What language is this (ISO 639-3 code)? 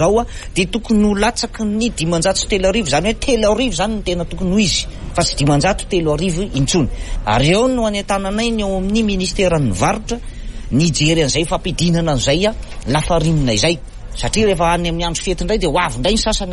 mlg